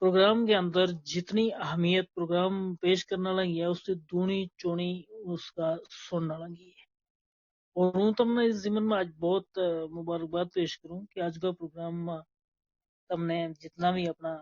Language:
Gujari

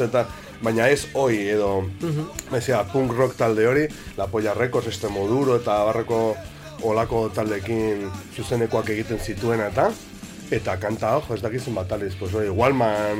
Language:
Basque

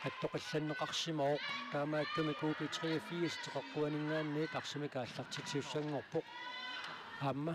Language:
Kalaallisut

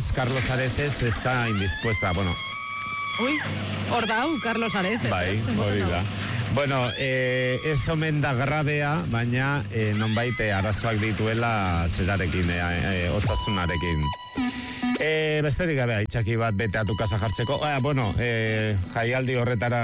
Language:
Basque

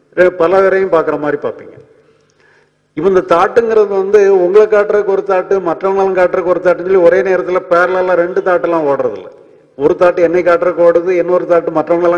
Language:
Tamil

